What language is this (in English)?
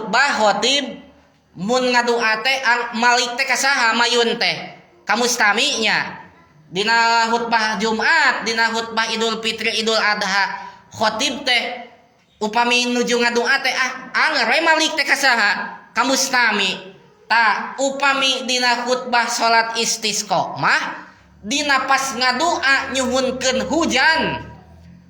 Sundanese